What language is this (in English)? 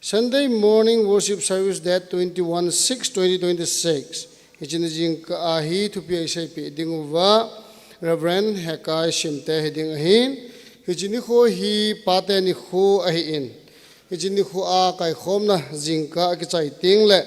Thado Chin